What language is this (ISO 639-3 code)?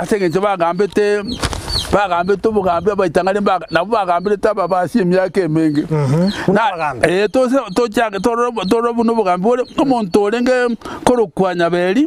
guz